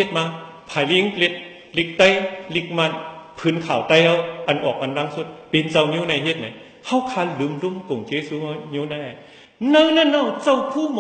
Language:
Shan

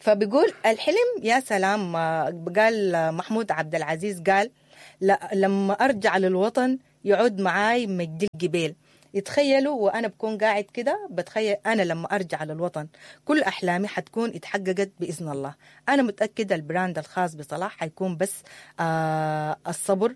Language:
Sudanese Arabic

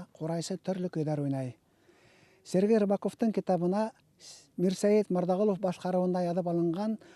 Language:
Bashkir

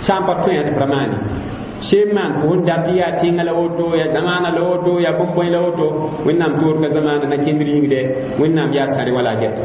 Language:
Mossi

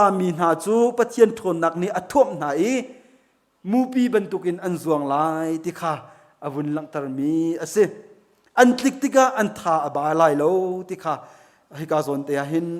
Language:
Hakha Chin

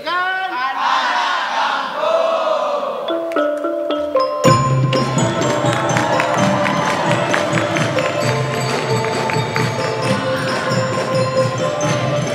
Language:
Malay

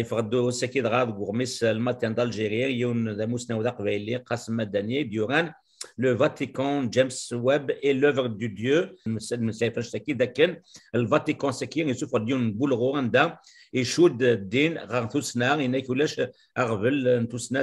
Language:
Kabyle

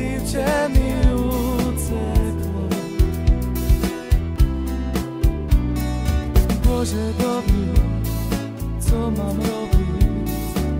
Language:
Slovak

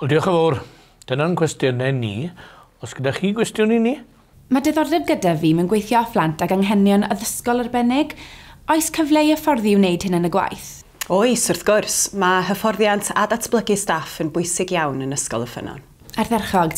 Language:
Welsh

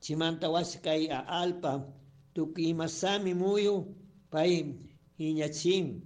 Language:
Chimborazo Highland Quichua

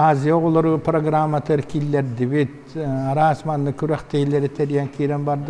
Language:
Yakut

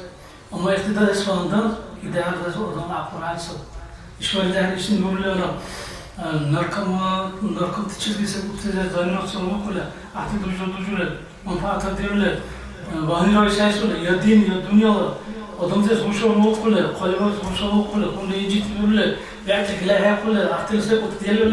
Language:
Dargwa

